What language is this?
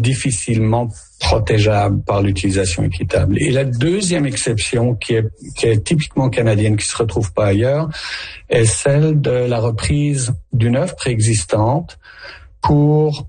French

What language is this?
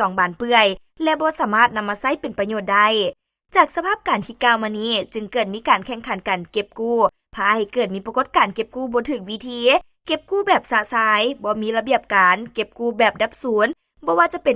Lao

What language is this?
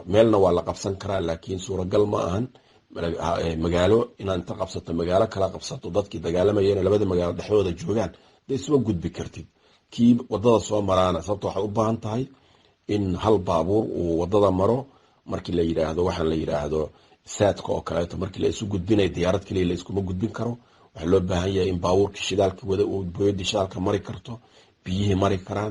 Somali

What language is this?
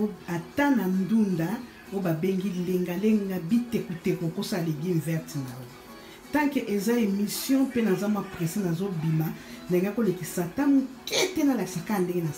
Lingala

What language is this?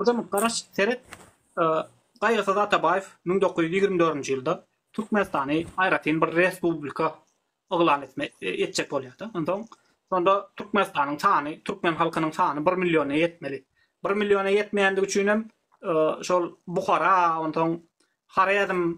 Turkmen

